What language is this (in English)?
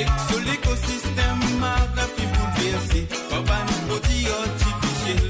Morisyen